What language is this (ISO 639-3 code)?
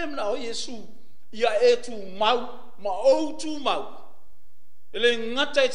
smo